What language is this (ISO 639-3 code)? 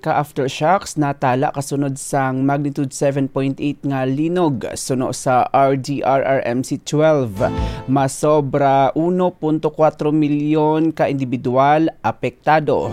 hil